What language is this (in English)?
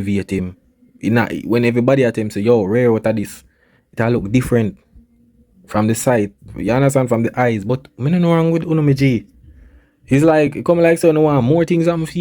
Jamaican Creole English